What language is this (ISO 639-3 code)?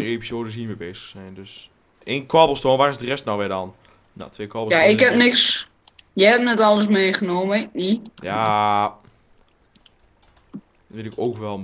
nld